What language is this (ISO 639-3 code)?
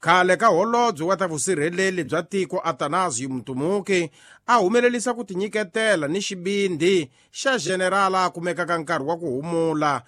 tso